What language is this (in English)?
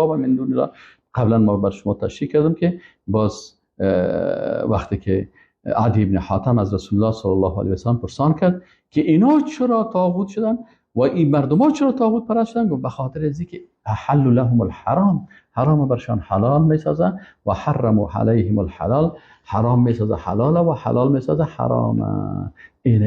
Persian